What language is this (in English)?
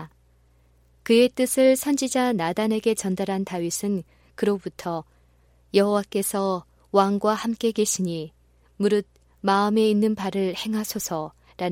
Korean